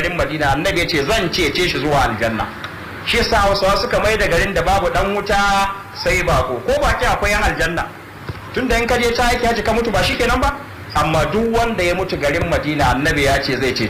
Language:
Hausa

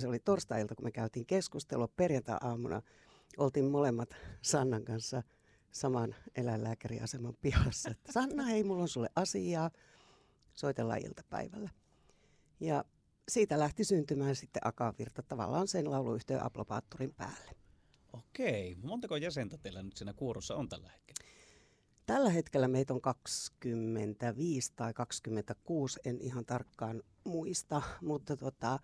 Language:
Finnish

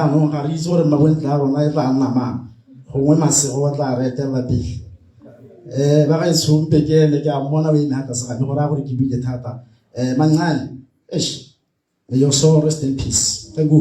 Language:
Tswana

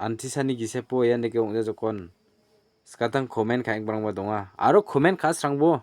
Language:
Garo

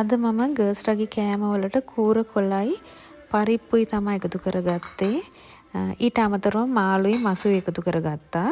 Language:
Sinhala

